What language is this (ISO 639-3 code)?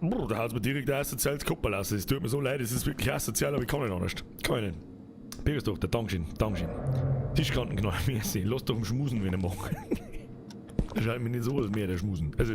bar